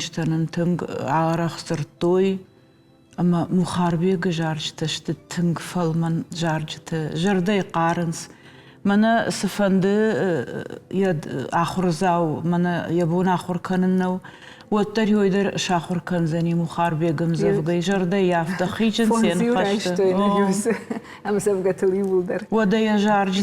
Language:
Ossetic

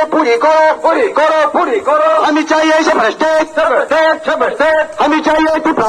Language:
Riang (India)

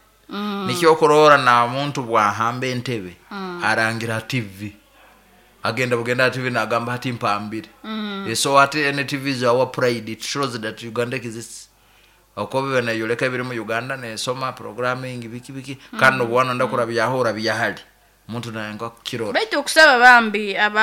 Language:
Nyankole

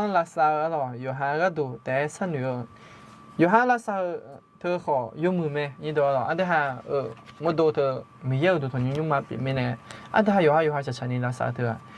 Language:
Akha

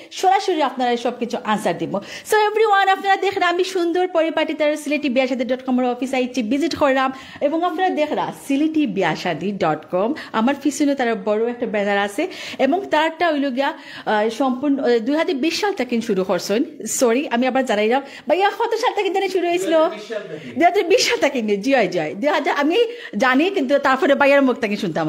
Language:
Sylheti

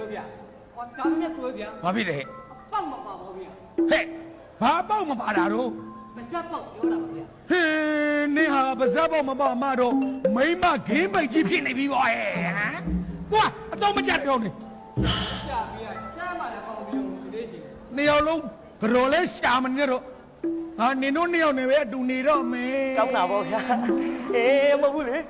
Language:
Burmese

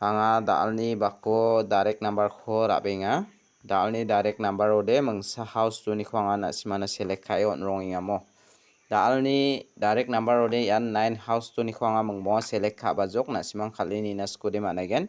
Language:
Garo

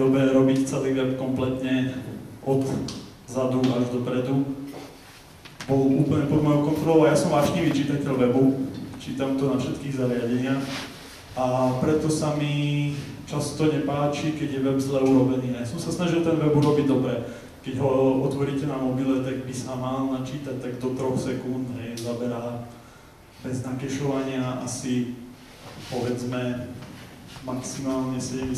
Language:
Slovak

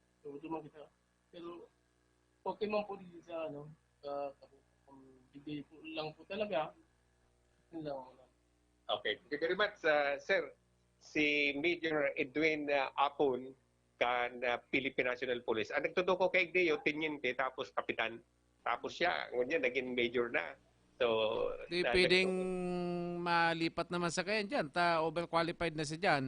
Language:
Bikol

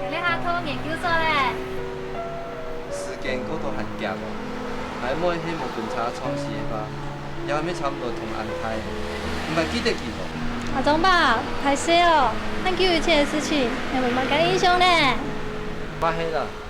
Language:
Hakka Chinese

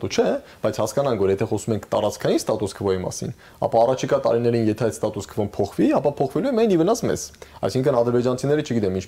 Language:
Armenian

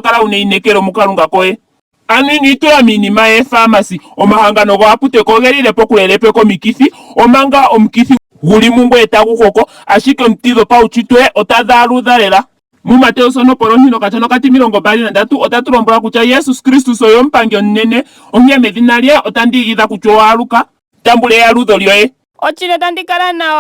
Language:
Ndonga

